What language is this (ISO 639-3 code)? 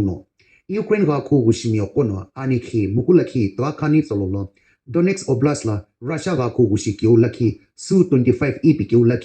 nsm